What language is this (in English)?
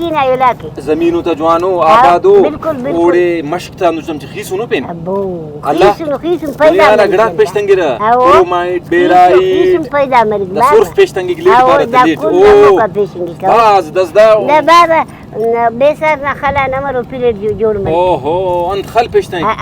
Brahui